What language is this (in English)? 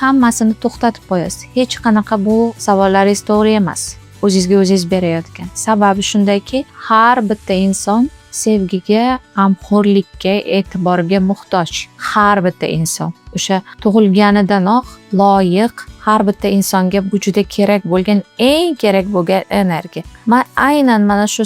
Uzbek